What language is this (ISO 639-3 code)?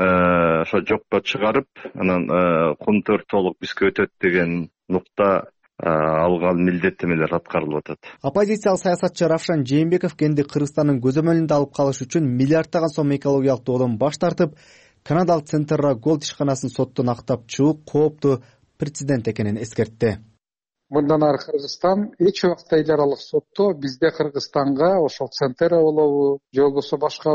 kir